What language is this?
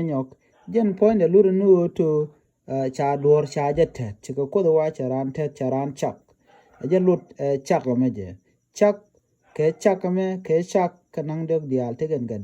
Nuer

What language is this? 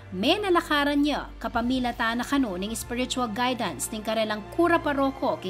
Pampanga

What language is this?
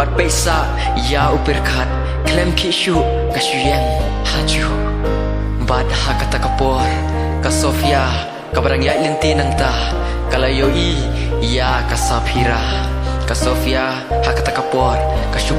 Khasi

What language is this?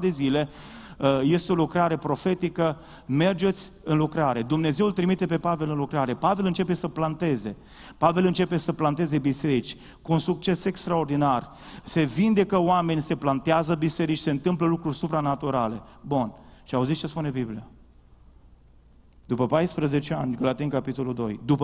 Romanian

